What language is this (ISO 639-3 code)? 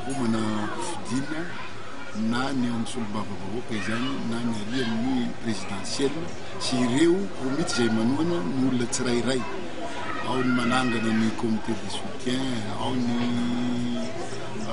mlg